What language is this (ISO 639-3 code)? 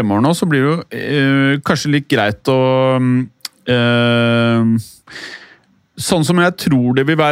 nor